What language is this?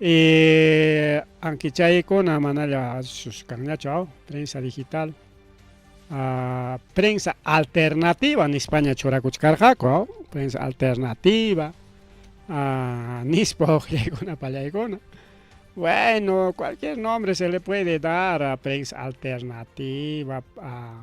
Ayacucho Quechua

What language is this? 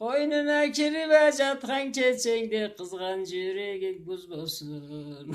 Karachay-Balkar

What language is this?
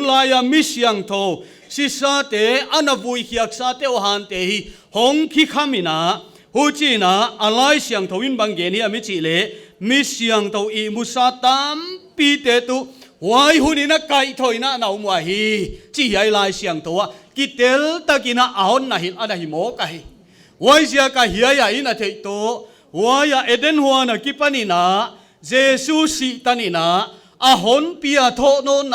Paite Chin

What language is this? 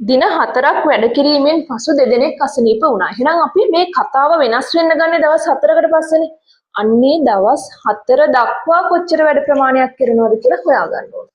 Sinhala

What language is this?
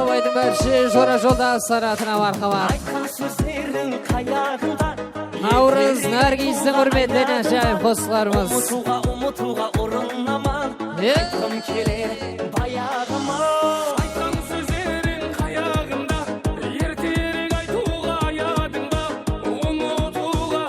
Kara-Kalpak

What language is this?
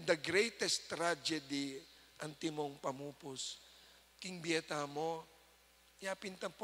Pampanga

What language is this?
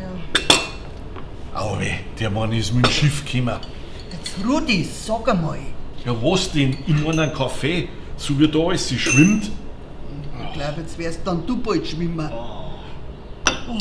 Bavarian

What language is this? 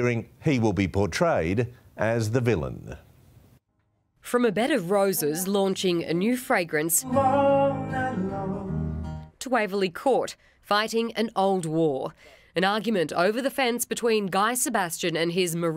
English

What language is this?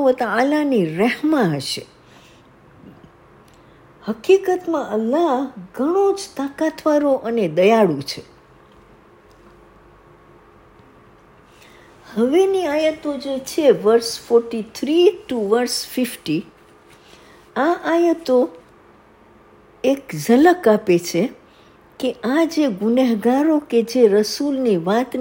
Gujarati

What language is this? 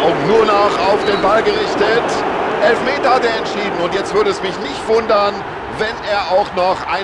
Bavarian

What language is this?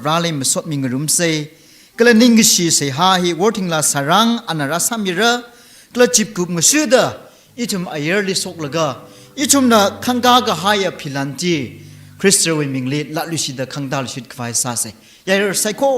Tangkhul Naga (India)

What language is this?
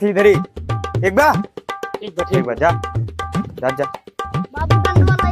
Awadhi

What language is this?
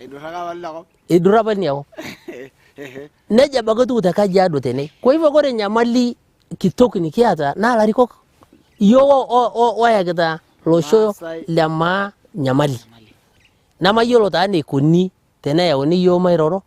Masai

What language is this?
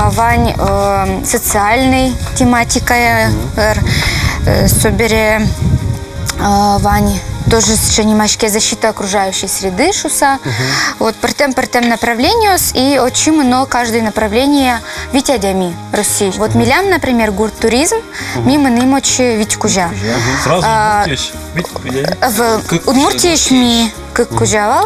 Udmurt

